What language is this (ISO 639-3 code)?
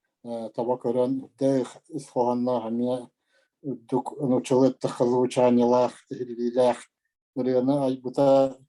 sah